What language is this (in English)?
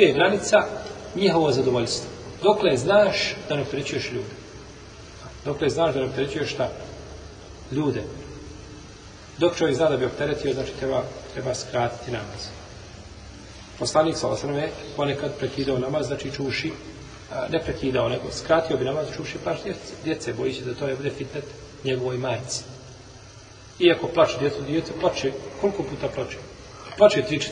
Bosnian